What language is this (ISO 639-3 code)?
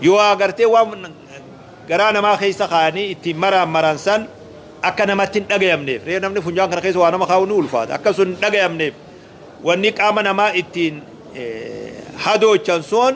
orm